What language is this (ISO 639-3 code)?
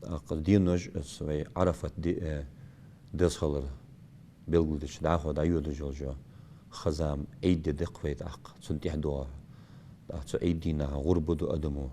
inh